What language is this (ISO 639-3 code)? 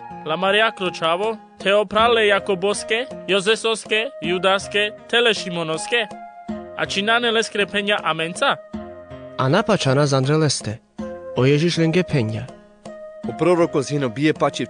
rmc